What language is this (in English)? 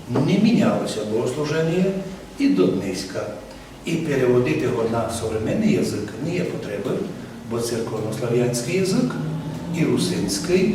Rusyn